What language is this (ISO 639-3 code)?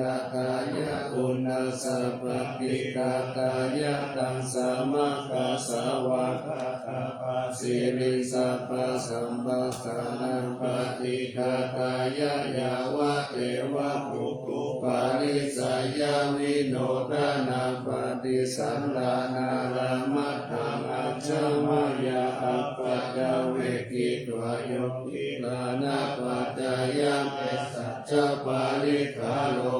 pli